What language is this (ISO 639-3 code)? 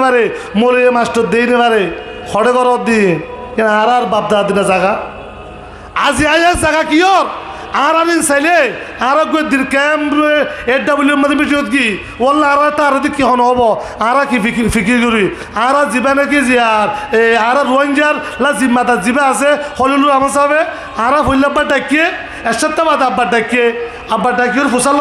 rhg